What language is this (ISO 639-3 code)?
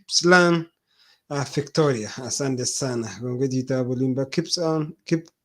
kln